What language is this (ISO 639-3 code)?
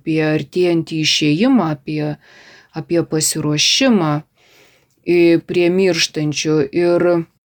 lit